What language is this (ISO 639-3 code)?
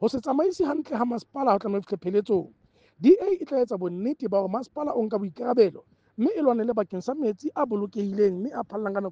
sot